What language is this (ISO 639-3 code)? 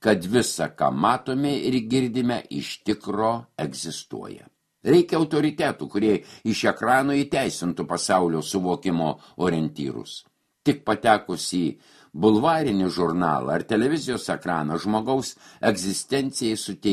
lit